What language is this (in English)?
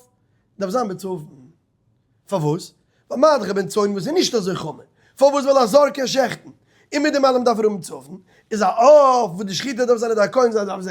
Yiddish